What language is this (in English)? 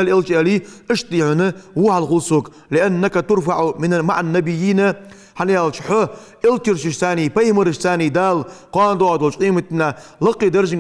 Ingush